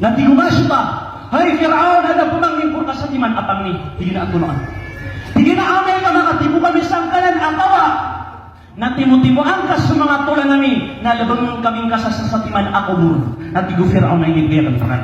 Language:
Maranao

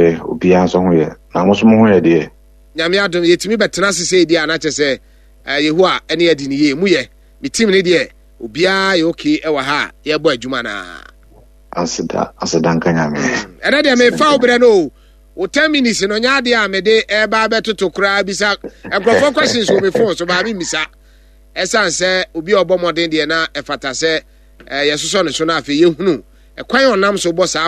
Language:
Akan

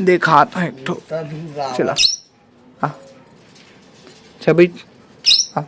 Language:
Chhattisgarhi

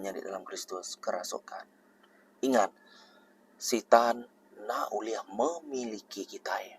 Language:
Iban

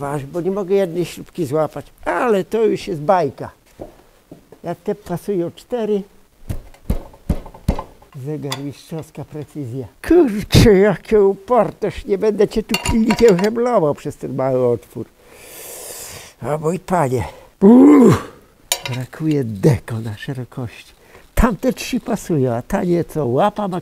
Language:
Polish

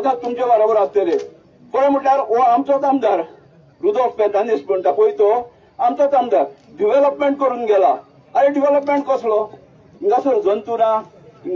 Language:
Konkani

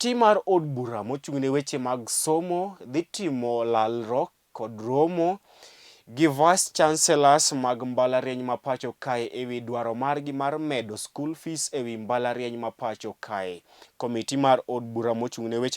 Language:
Luo (Kenya and Tanzania)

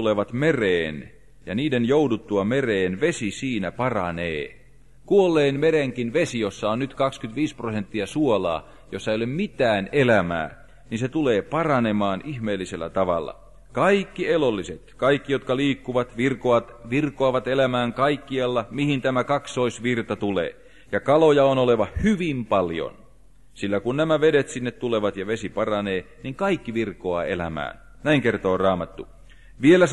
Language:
Finnish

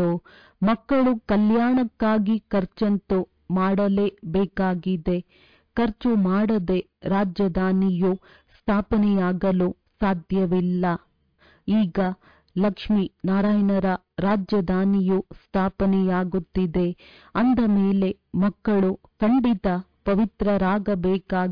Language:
Kannada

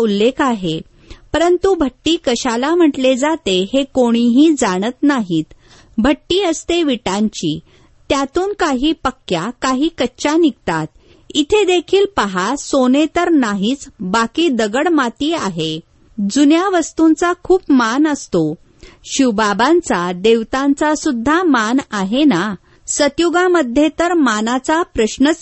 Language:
Marathi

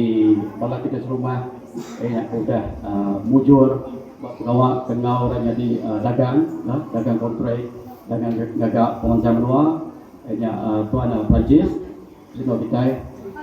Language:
Iban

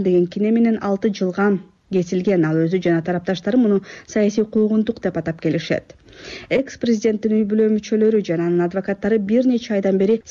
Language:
Kyrgyz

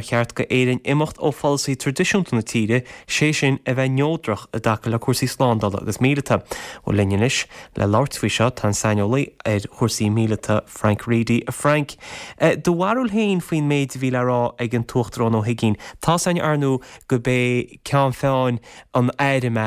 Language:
Irish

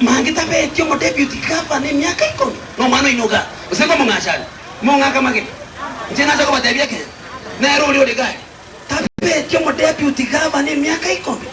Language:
Gusii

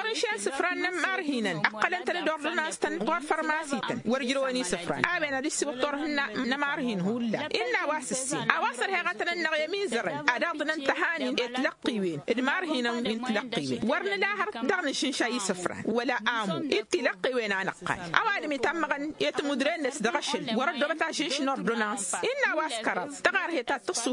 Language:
Tamasheq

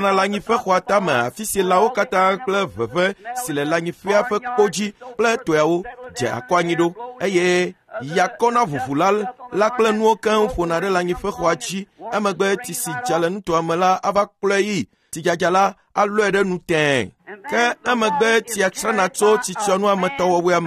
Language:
Ewe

